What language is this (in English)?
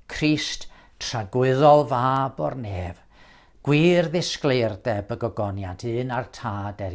Welsh